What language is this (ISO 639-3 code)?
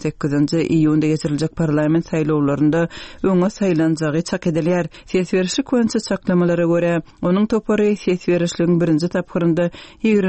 kir